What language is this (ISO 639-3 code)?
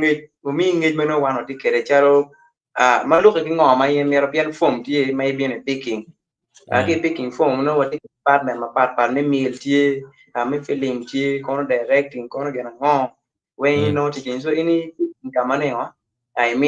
ach